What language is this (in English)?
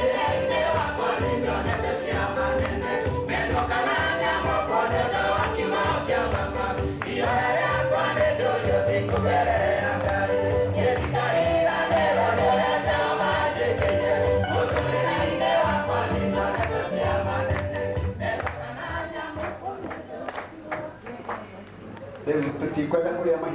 Kikuyu